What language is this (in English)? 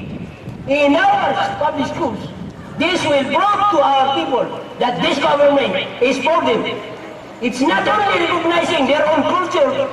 Maranao